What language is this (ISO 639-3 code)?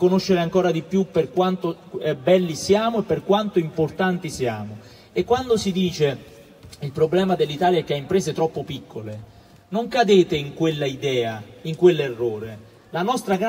ita